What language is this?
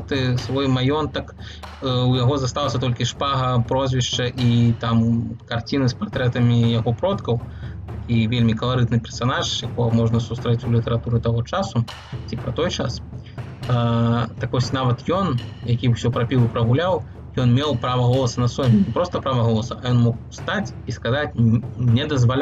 Belarusian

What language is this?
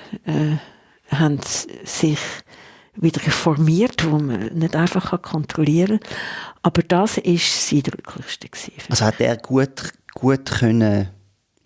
Swiss German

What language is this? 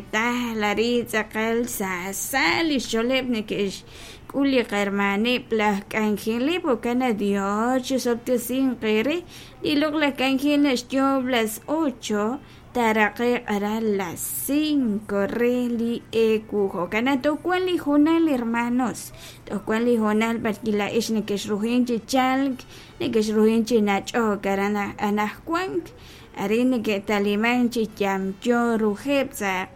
Kekchí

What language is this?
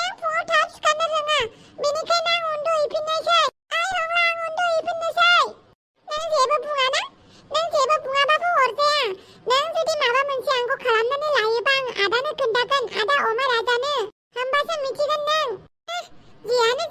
Bodo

